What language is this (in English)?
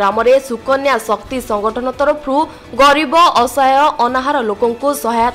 Odia